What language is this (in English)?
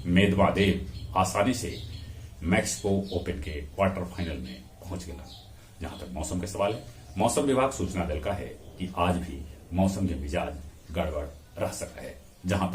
Magahi